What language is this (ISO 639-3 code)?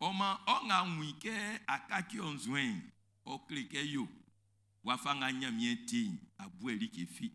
bci